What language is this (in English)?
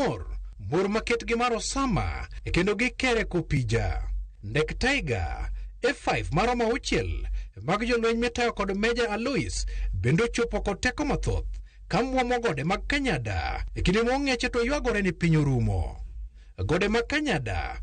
Luo (Kenya and Tanzania)